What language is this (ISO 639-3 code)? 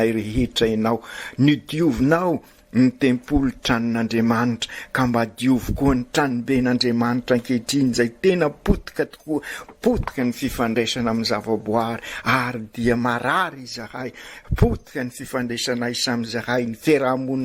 mlg